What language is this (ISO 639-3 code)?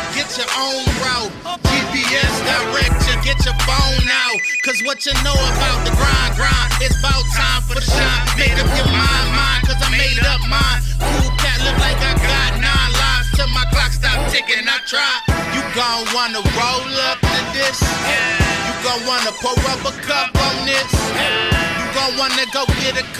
eng